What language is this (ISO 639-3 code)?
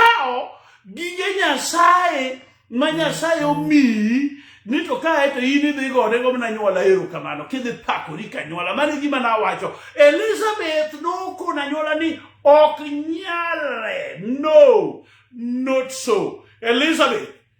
luo